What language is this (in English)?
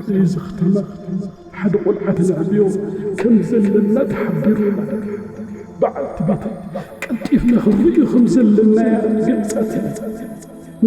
Tigrinya